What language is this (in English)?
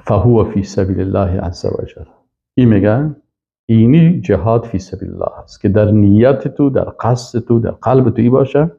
Persian